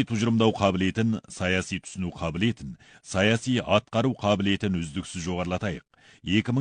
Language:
Kazakh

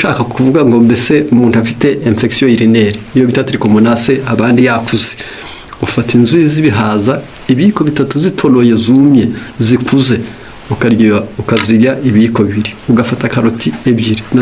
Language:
Kinyarwanda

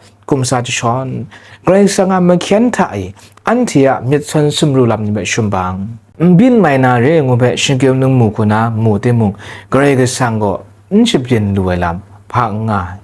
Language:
Kachin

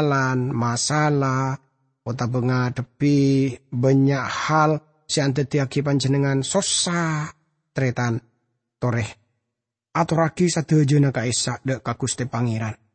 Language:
Madurese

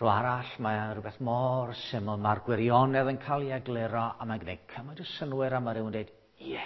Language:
Welsh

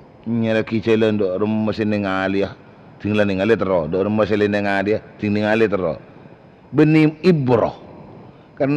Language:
Madurese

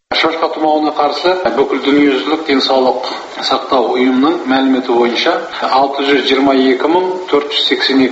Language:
Kazakh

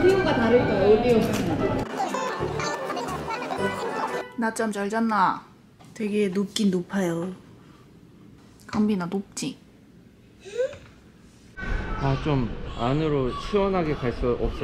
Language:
Korean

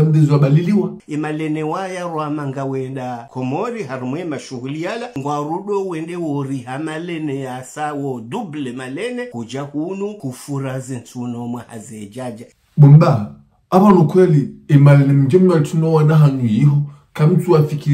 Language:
Ngazidja Comorian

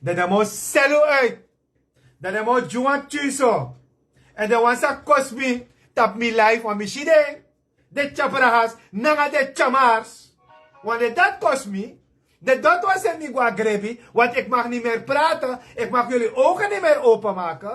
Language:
Sranan Tongo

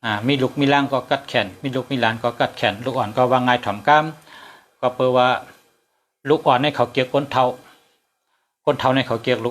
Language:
Shan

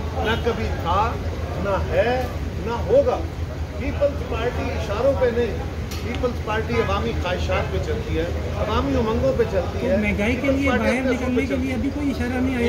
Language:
Urdu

